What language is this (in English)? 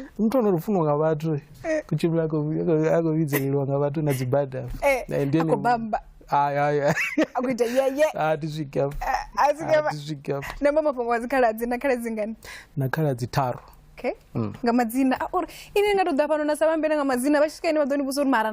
Venda